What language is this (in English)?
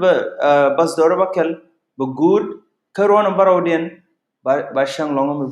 Nuer